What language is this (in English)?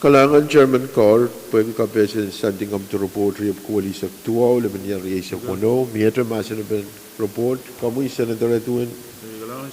Pohnpeian